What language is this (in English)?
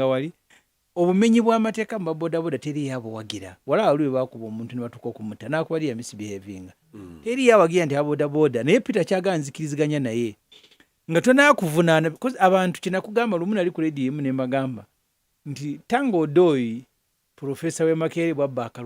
Ganda